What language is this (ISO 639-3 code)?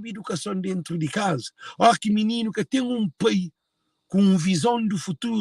kea